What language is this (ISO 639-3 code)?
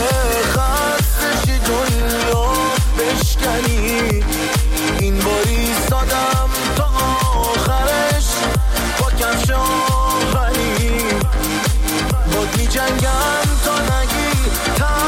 fas